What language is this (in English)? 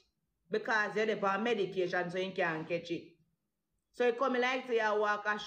Jamaican Creole English